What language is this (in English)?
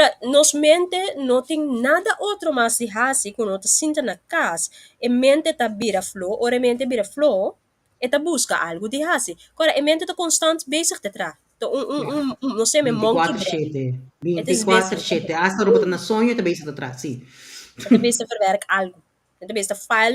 Papiamento